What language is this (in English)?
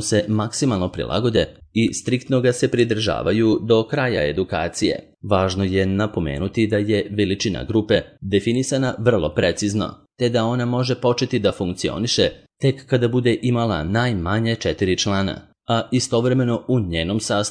Serbian